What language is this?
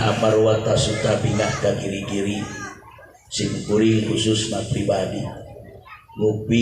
Sundanese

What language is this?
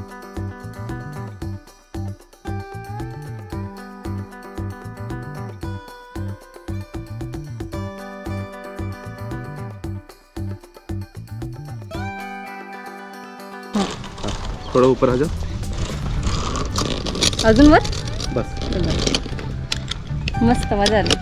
Marathi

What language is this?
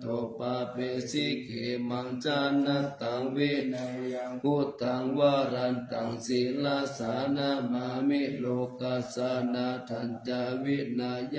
Pali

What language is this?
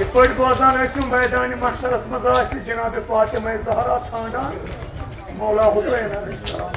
Kashmiri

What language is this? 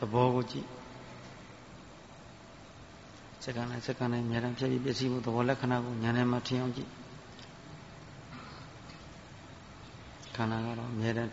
Burmese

